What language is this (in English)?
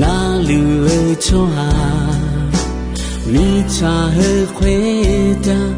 Akha